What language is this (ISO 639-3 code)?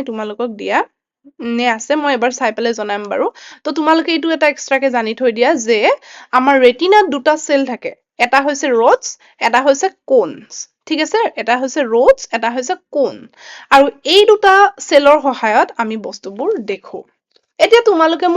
asm